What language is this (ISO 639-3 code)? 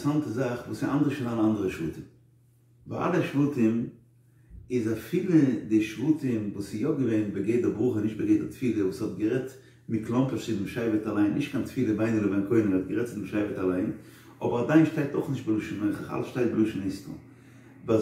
yid